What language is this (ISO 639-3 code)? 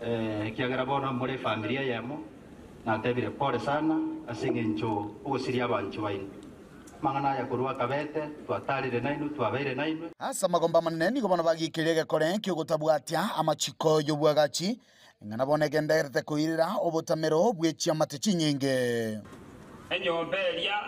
guz